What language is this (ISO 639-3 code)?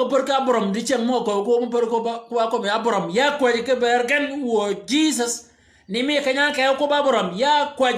shk